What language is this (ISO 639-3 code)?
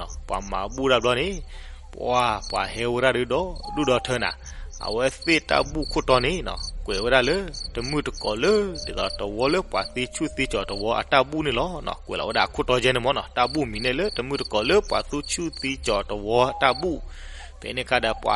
ksw